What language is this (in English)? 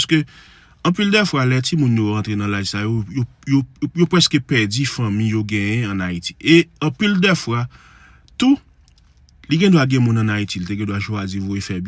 Haitian Creole